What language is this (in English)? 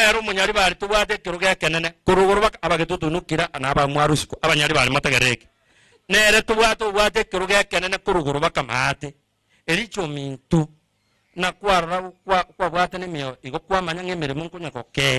Gusii